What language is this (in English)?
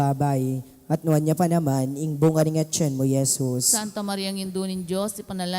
Pampanga